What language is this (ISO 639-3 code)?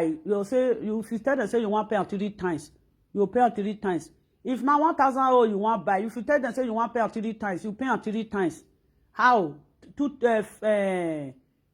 pcm